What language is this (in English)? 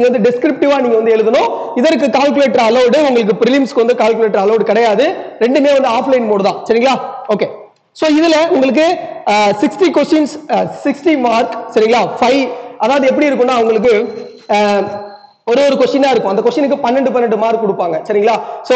Tamil